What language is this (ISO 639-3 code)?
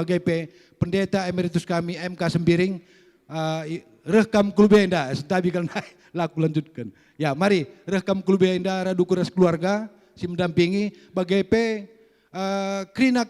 btx